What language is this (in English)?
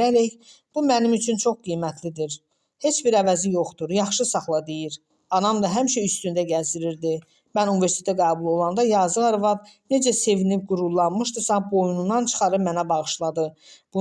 Azerbaijani